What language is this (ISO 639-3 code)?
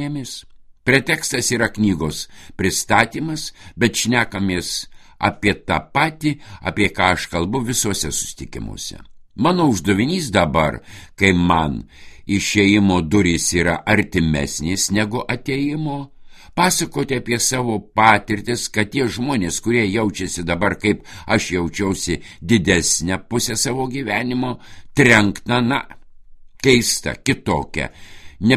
lit